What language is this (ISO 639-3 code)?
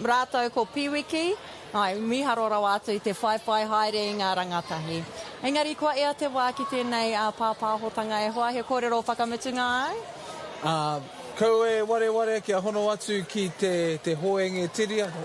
mri